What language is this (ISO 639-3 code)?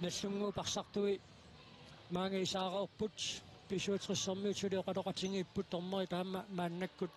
kal